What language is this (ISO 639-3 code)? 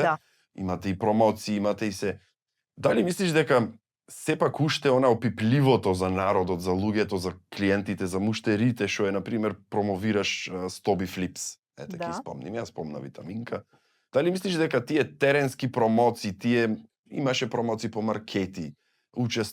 mkd